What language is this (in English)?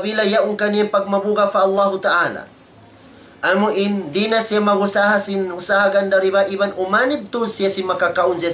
Tausug